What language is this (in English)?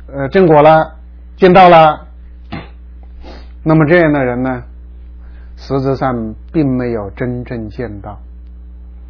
Chinese